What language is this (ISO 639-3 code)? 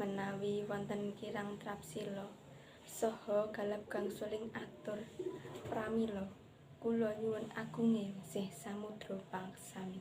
jav